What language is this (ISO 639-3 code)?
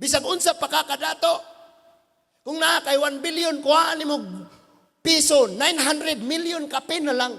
ceb